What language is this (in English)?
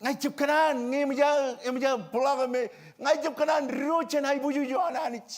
Marshallese